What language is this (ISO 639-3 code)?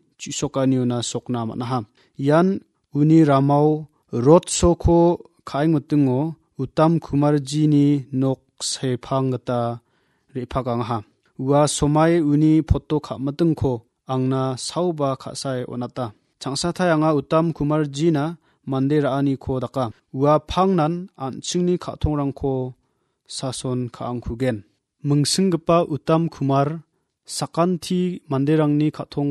grt